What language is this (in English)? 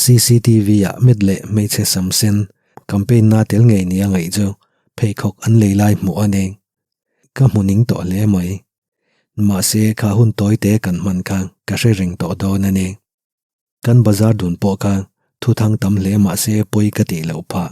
Mizo